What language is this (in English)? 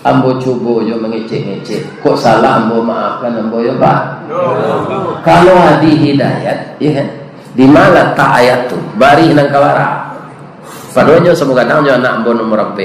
Minangkabau